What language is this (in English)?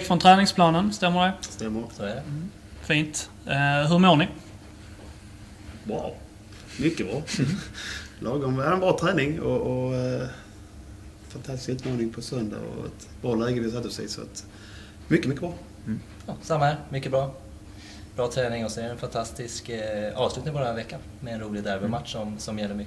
Swedish